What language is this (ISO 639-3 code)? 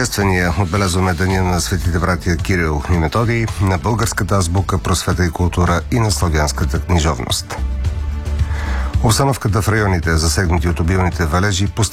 bul